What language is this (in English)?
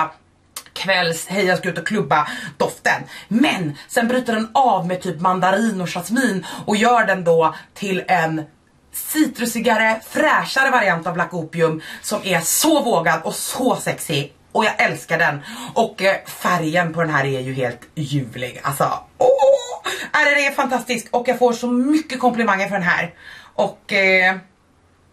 Swedish